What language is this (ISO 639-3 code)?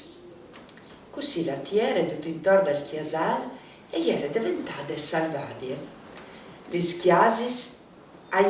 fur